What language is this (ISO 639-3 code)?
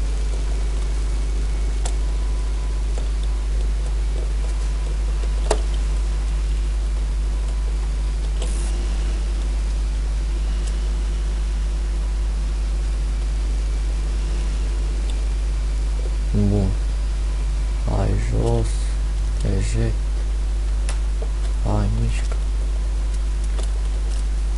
ron